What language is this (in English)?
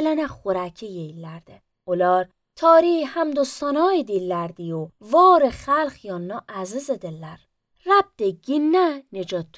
Azerbaijani